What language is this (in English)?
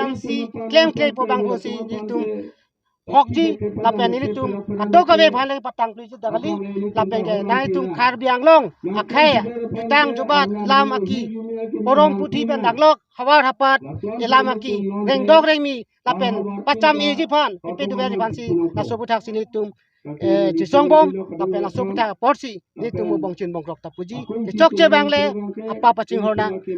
Karbi